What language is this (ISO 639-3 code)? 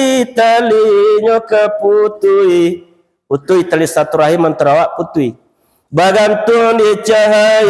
min